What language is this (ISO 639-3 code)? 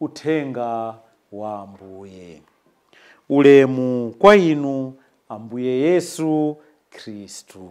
nya